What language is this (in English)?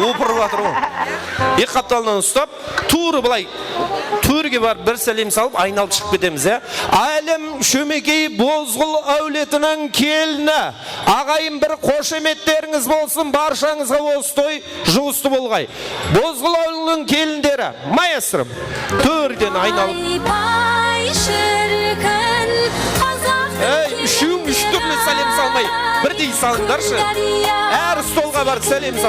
Kara-Kalpak